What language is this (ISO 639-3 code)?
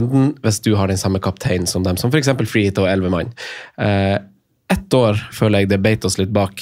nor